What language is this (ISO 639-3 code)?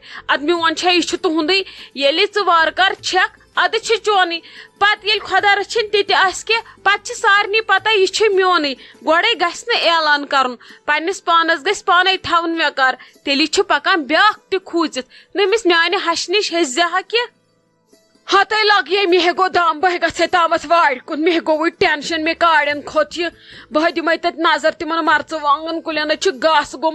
kas